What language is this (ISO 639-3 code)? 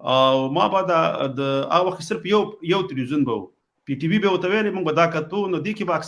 pus